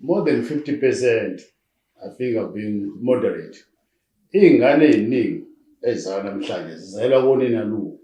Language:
Zulu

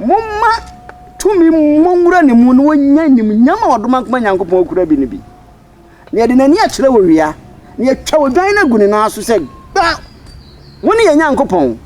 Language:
Akan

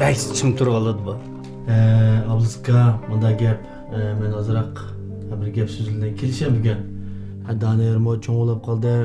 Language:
Uyghur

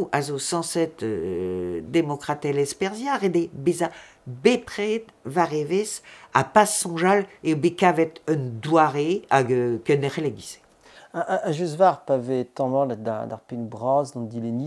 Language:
Breton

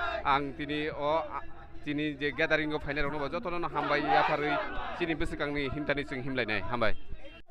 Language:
Kok Borok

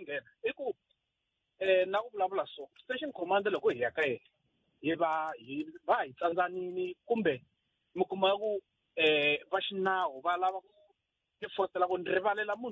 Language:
Tsonga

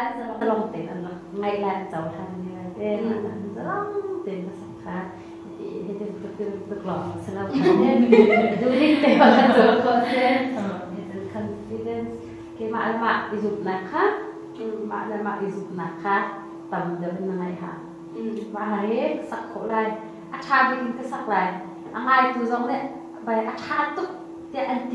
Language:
Hakha Chin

